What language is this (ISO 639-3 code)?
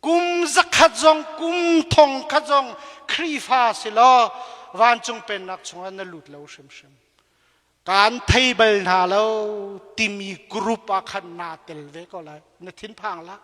cnh